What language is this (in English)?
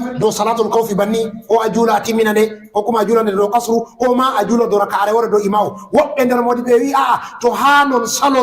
Fula